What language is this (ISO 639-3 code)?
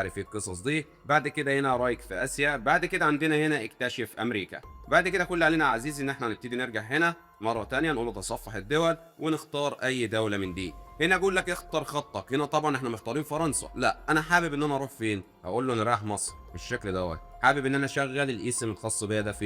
arz